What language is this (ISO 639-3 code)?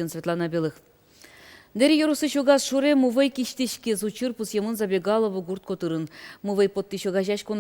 udm